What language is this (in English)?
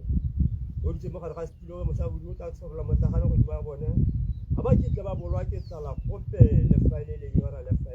Tswana